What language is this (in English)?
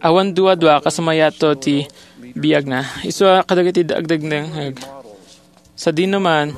Iloko